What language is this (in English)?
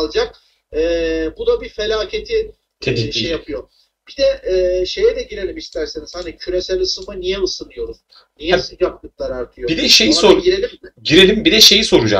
Turkish